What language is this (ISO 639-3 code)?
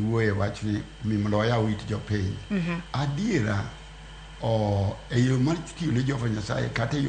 luo